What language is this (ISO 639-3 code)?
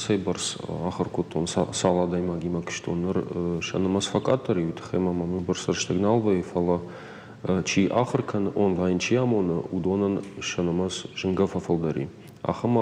oss